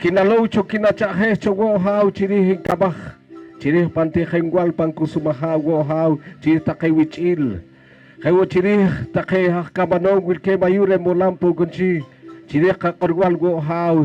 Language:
Poqomchi'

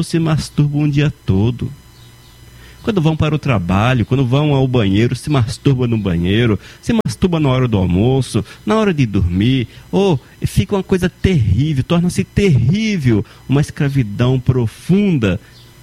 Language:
Portuguese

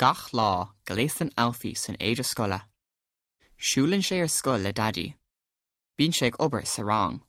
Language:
Irish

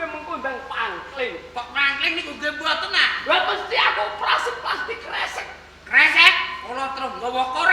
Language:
Javanese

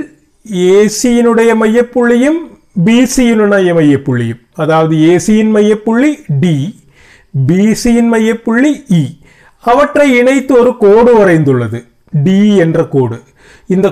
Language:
Tamil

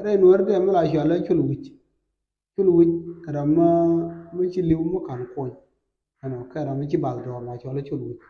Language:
Nuer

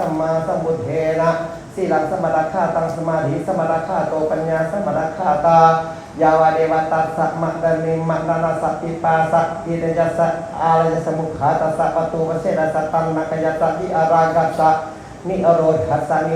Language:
Northeastern Thai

